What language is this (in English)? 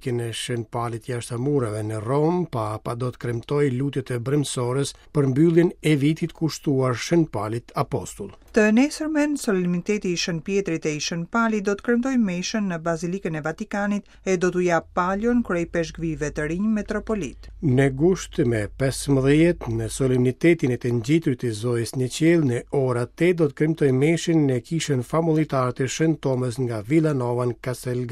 Albanian